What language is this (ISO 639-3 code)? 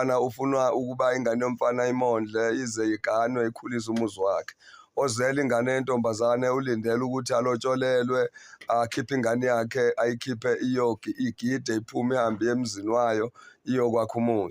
zul